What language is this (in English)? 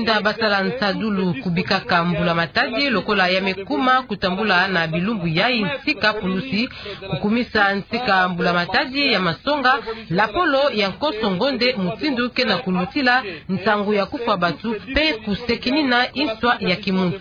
Kituba (Democratic Republic of Congo)